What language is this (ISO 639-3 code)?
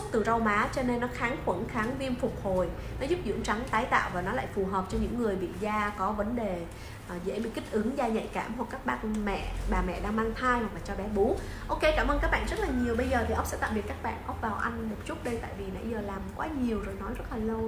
vie